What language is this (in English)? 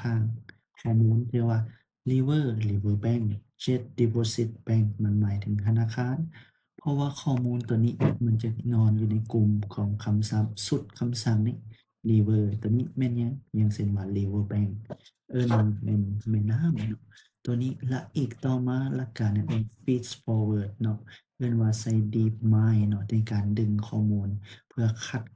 Lao